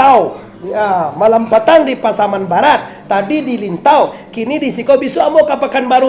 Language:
Minangkabau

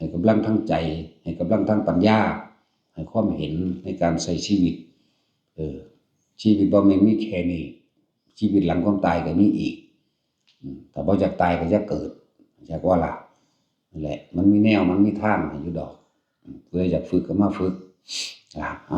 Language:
Northeastern Thai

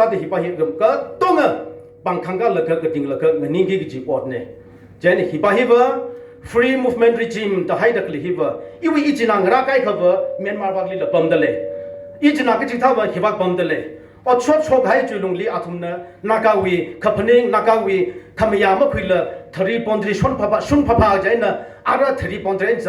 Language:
Tangkhul Naga (India)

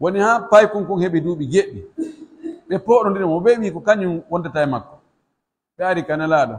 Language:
Pular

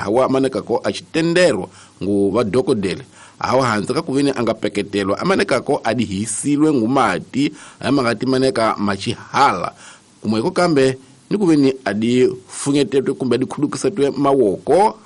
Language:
Tsonga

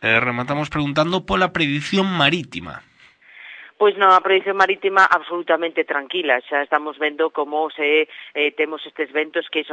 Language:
Galician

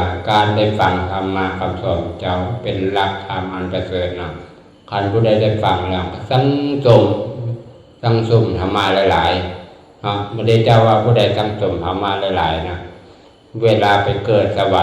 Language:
Lao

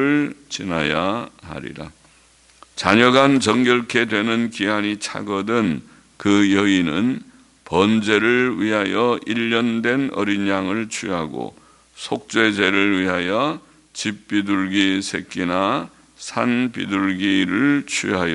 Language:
Korean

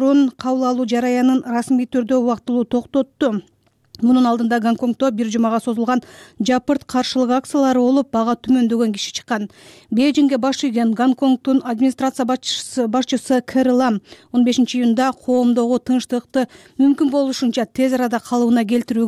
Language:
Kyrgyz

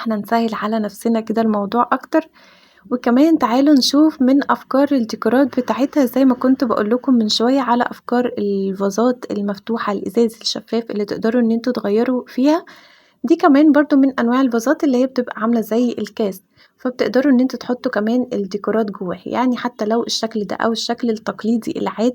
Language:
Egyptian Arabic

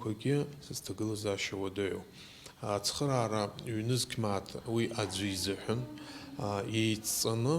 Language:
Abkhazian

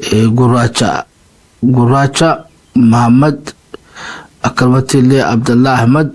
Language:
Oromo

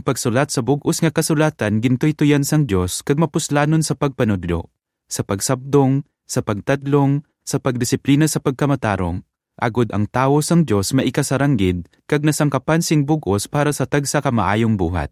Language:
Hiligaynon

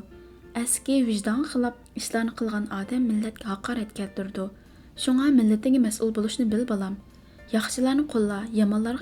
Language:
Uyghur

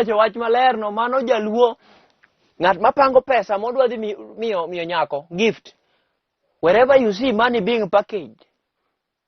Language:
Luo (Kenya and Tanzania)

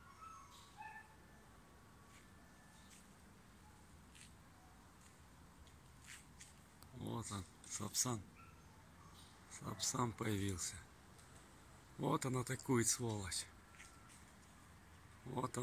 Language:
Russian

